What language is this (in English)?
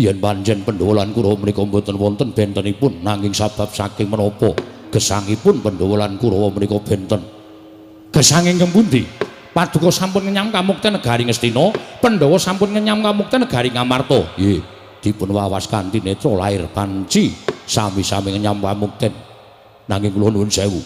Javanese